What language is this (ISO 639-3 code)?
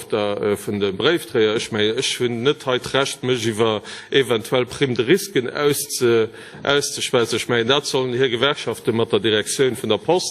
ltz